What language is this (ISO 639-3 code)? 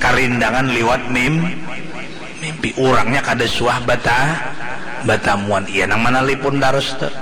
bjn